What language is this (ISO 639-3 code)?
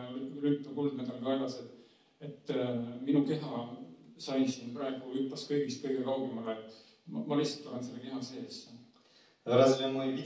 est